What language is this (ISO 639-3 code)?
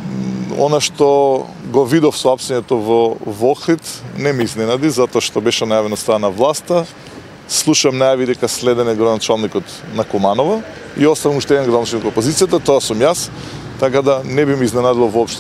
mkd